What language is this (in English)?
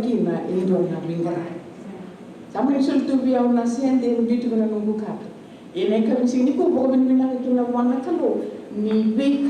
Fijian